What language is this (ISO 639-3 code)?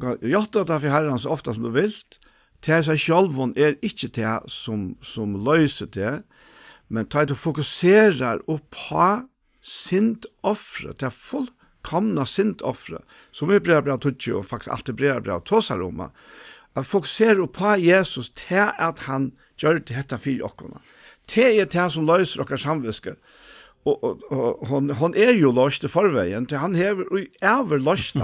fao